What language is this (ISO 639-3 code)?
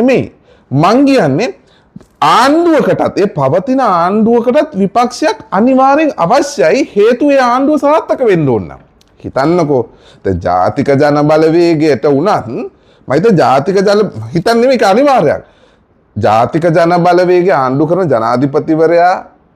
sin